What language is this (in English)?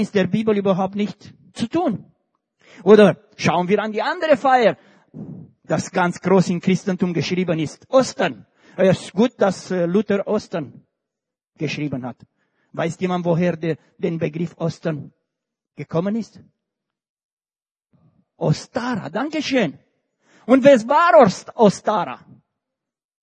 German